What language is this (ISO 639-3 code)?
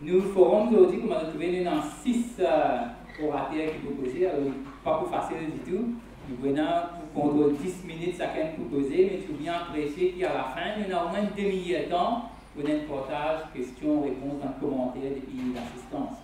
mfe